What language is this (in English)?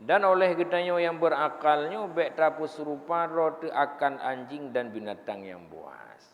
Achinese